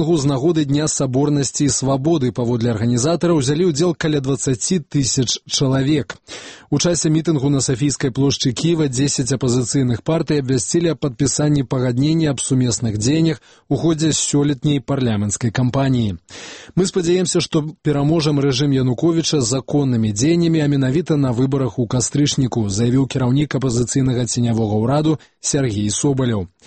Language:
Belarusian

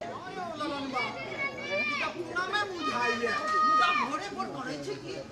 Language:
Maithili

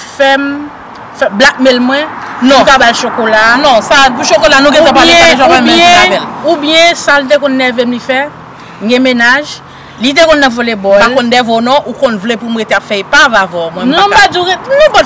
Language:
Haitian Creole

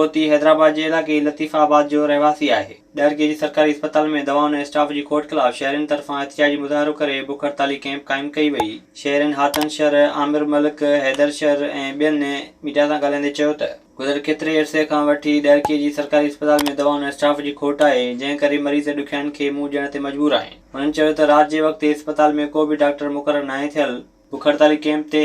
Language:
Sindhi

